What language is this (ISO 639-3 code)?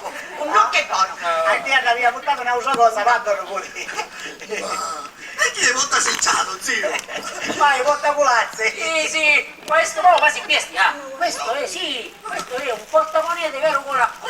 scn